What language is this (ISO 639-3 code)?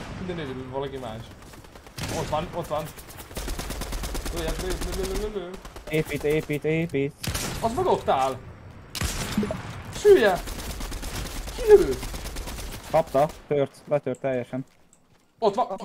hun